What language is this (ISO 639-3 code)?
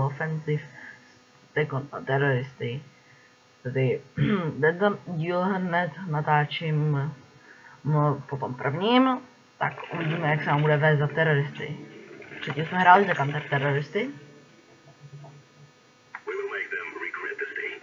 ces